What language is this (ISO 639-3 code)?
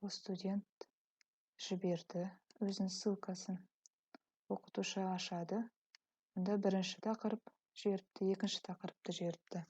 kaz